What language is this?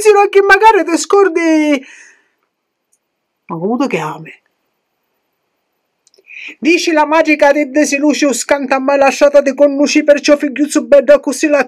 Italian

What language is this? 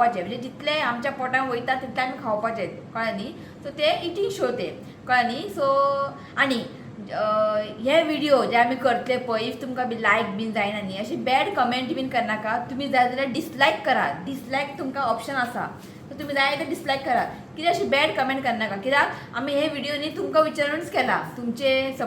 Konkani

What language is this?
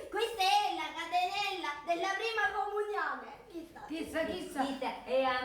Sicilian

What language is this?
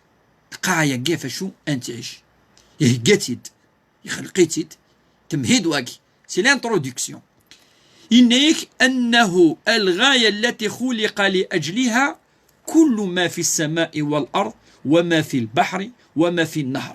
Kabyle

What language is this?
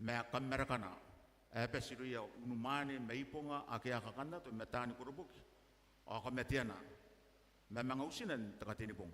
Gilbertese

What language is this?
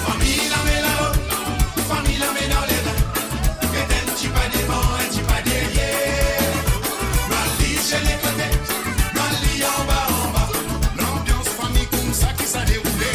Morisyen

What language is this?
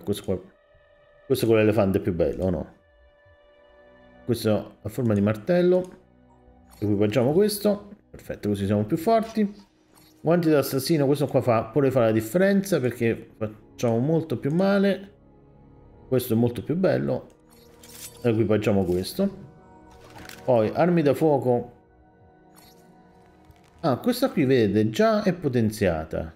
Italian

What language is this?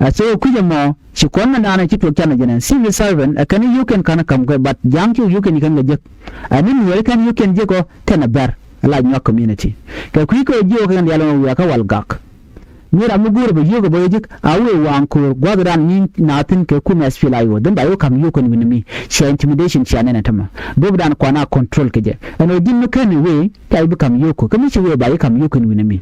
Nuer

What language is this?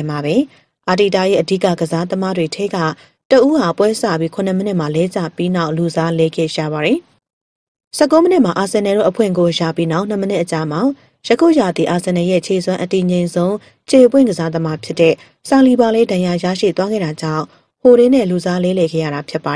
Burmese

